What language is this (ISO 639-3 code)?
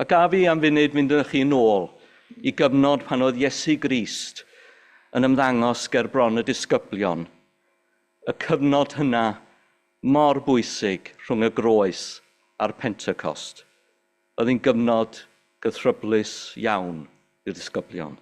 cym